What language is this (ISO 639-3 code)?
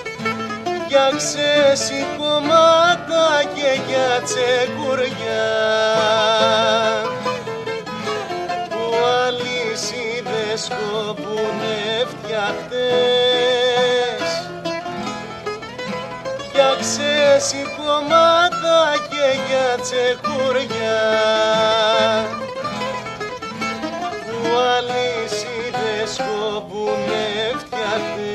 ell